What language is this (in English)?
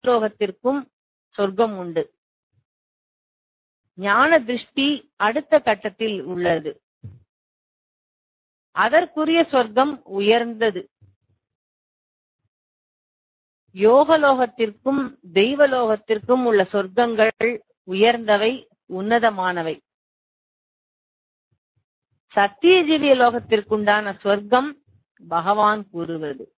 Tamil